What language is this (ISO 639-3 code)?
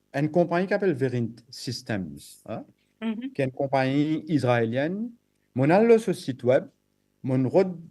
mfe